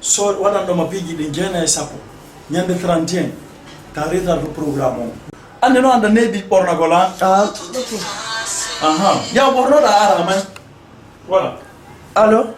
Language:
Pular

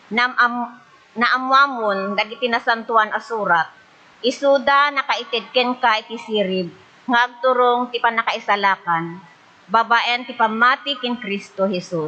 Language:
Iloko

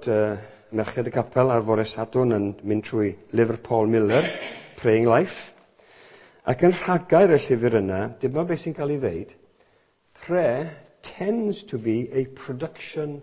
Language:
Welsh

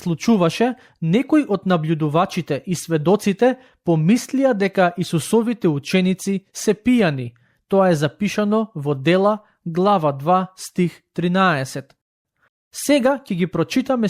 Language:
Macedonian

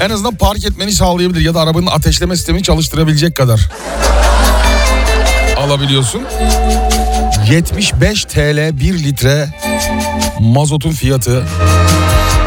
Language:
Turkish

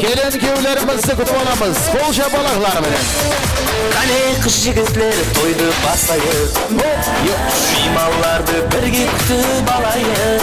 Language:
Kara-Kalpak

